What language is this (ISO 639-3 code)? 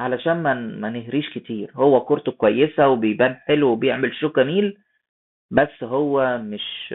arz